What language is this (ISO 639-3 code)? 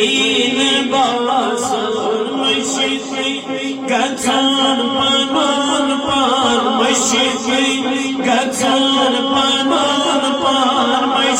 kas